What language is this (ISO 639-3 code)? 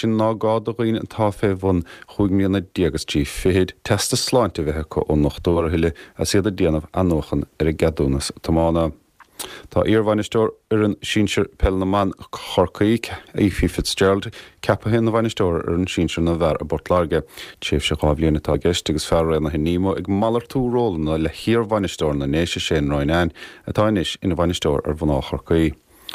gle